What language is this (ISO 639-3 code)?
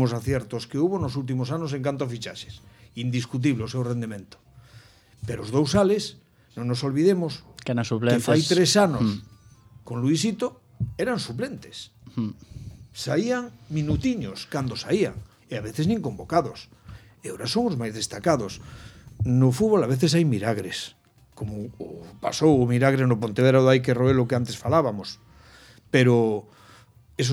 glg